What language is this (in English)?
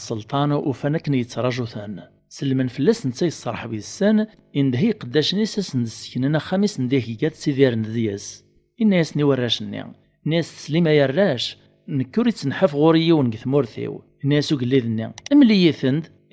Kabyle